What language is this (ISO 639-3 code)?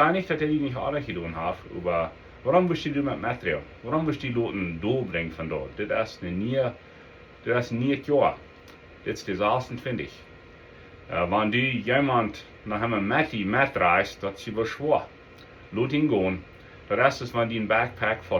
pdt